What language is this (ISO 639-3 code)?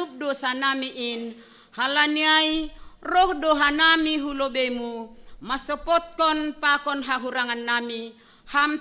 bts